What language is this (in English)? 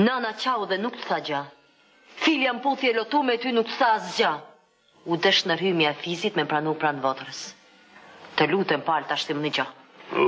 Albanian